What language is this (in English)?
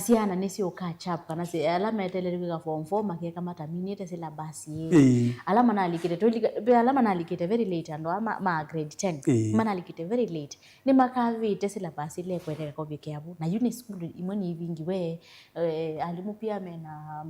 Kamba